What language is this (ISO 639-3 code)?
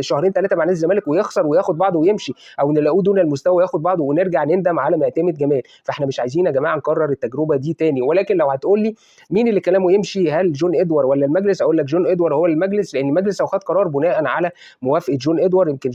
arz